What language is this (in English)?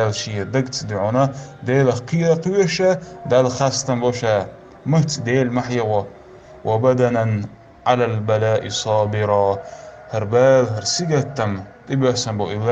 Chechen